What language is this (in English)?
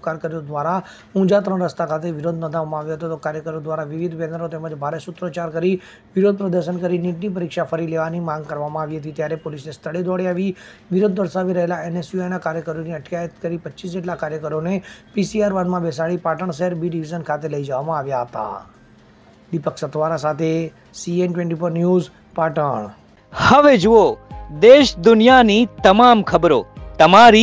Gujarati